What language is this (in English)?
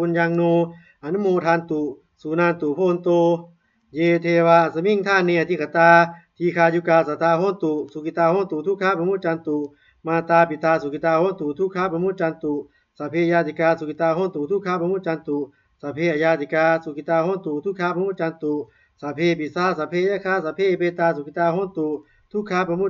Pali